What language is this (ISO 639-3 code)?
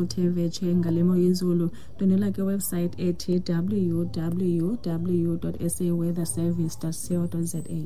xho